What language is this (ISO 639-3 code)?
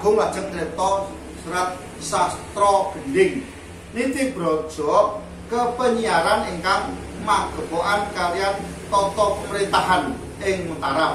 jav